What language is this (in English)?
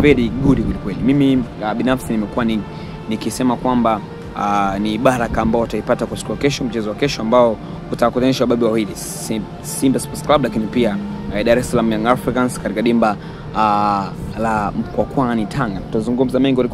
Swahili